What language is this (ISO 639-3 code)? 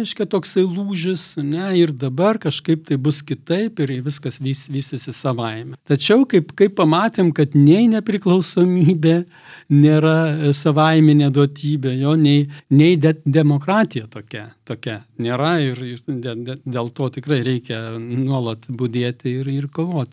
lit